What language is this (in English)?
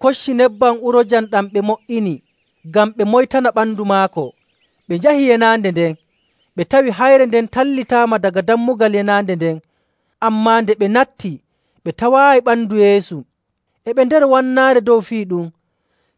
Nigerian Fulfulde